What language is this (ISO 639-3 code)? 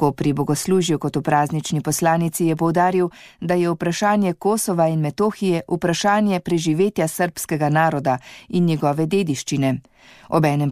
slv